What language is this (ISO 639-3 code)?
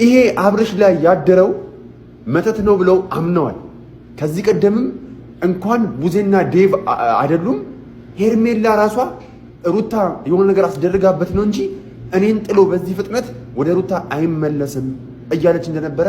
amh